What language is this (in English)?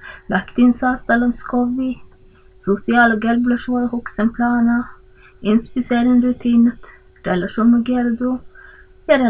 Northern Sami